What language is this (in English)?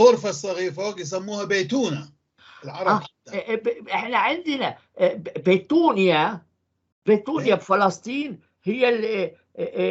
North Levantine Arabic